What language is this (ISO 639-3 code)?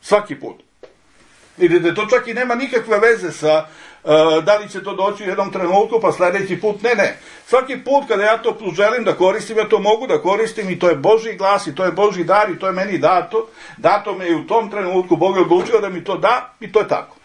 srp